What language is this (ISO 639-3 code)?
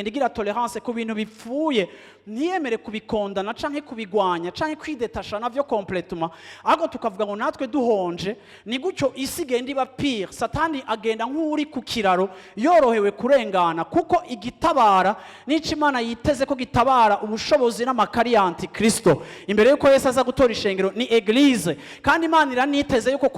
run